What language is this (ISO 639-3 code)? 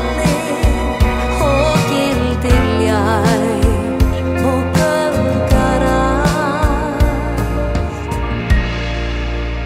isl